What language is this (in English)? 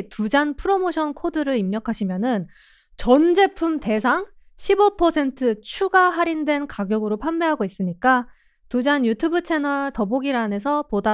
Korean